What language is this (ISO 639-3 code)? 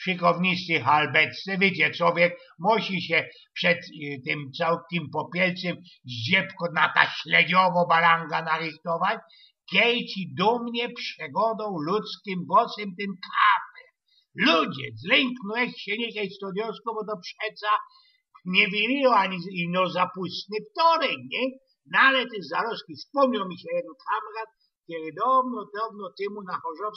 szl